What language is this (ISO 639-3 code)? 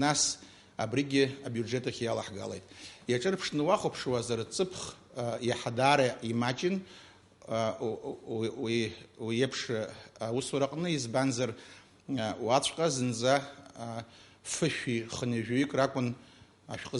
abk